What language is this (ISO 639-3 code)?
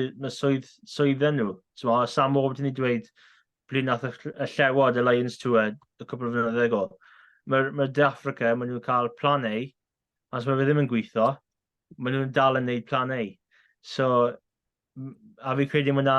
cym